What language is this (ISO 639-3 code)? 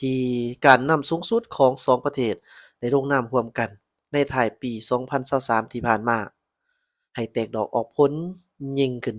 lao